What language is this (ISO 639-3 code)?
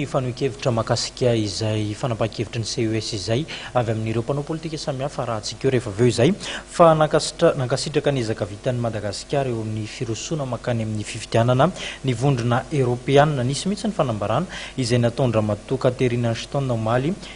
mlg